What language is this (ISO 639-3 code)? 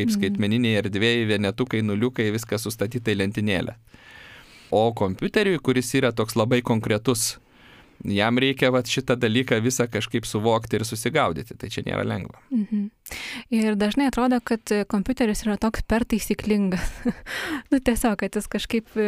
lit